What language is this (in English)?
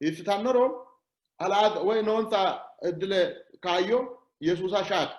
Sidamo